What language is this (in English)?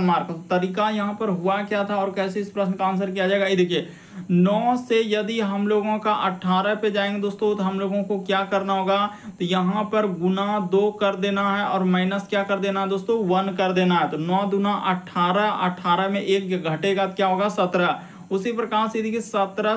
Hindi